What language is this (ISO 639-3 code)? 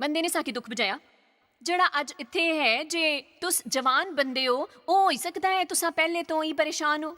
doi